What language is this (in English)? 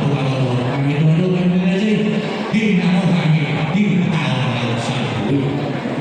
Batak Toba